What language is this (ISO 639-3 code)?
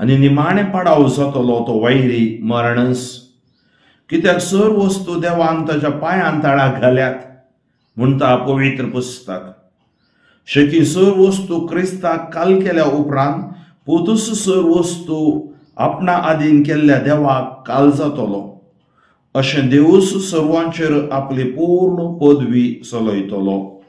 kok